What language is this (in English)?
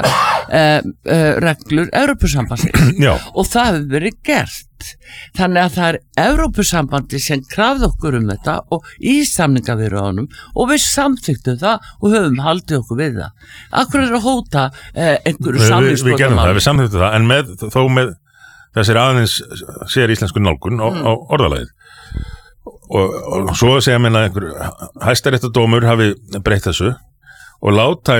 Icelandic